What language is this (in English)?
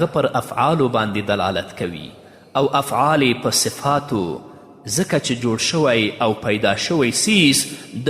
Pashto